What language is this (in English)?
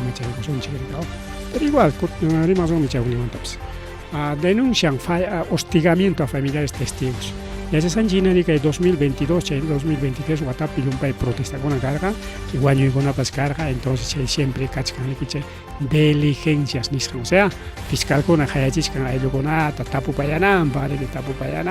Ayacucho Quechua